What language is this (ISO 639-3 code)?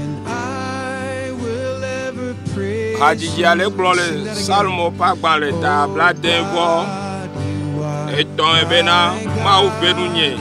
ewe